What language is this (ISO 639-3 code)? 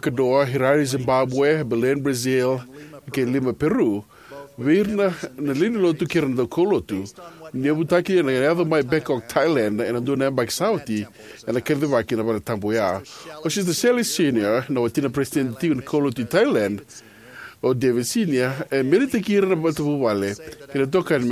fij